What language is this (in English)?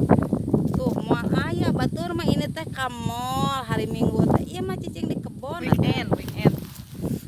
Sundanese